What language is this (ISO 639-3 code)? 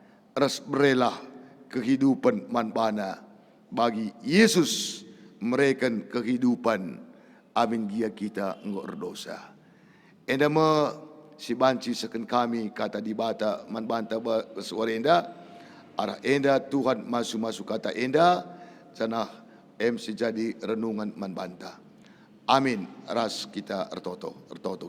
btx